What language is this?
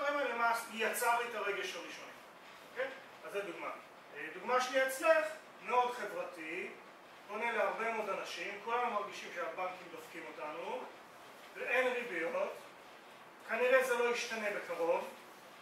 Hebrew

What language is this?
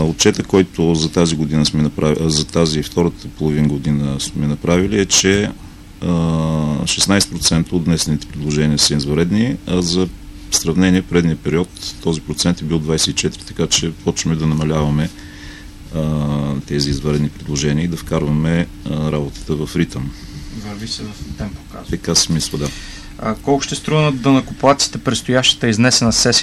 Bulgarian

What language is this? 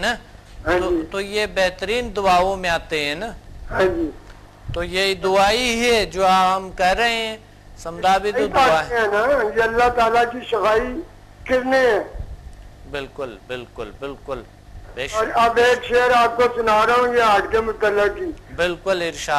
Urdu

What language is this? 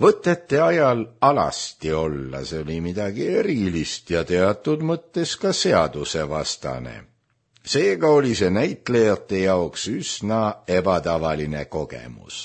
Estonian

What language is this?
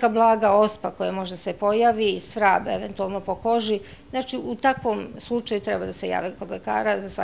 Serbian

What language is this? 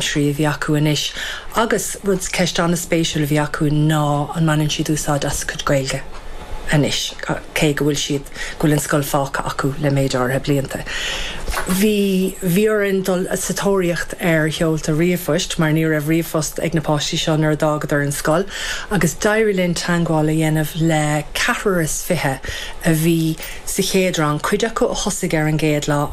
Irish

